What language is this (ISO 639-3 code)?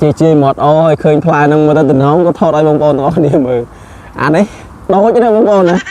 khm